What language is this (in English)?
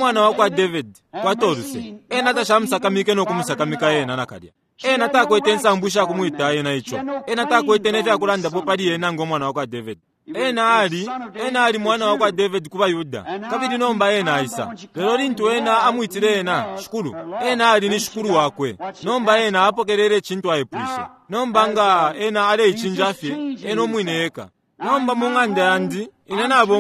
Bemba